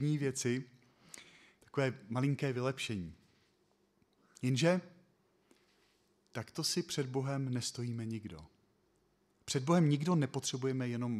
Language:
Czech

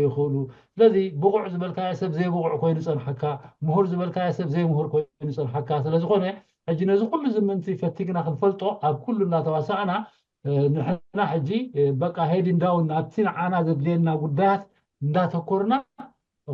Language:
Tigrinya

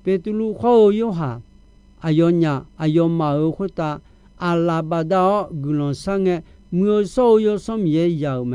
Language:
Akha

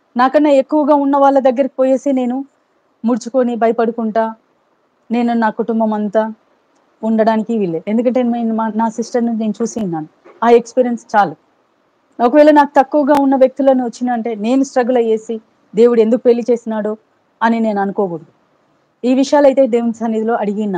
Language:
Telugu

